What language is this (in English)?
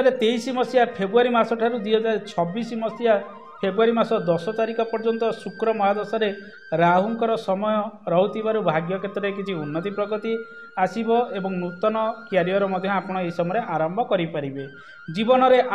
Odia